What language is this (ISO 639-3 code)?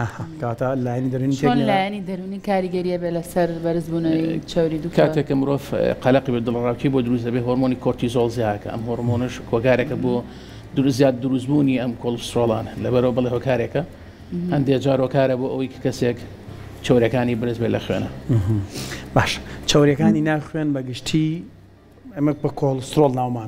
ckb